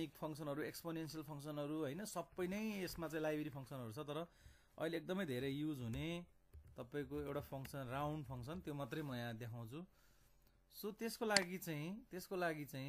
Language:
Nepali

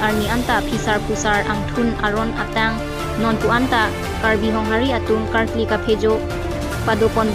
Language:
Karbi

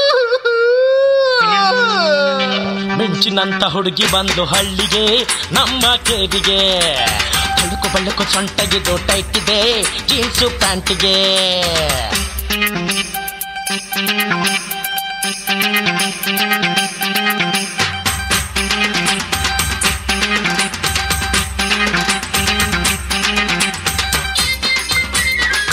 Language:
Kannada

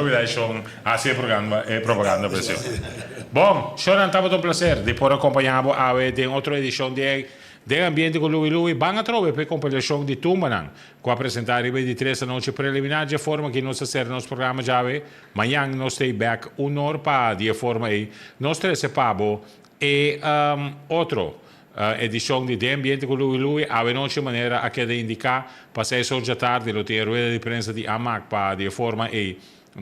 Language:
Papiamento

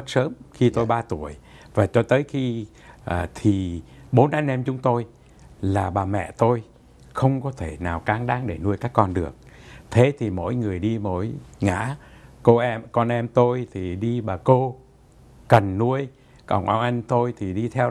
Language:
Vietnamese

